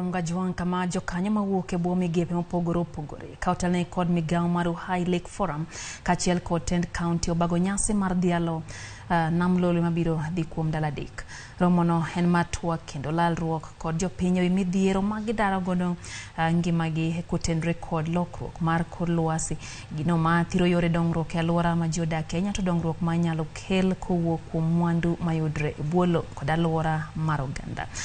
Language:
Luo (Kenya and Tanzania)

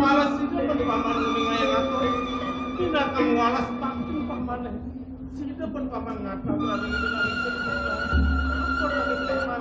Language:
Balinese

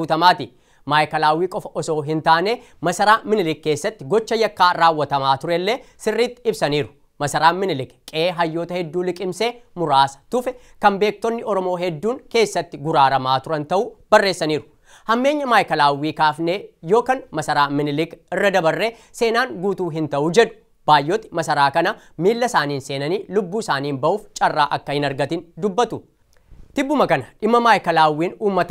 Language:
Oromo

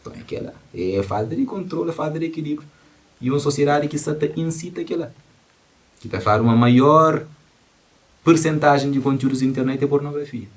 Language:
Kabuverdianu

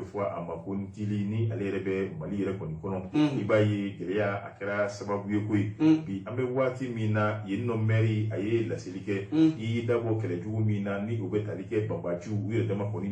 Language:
Bambara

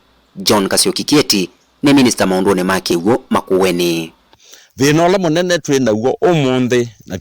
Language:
Kamba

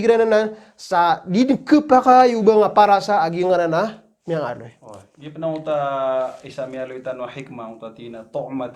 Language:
Maranao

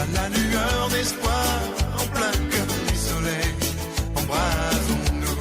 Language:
Morisyen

